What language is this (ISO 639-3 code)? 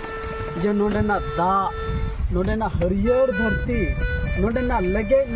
sat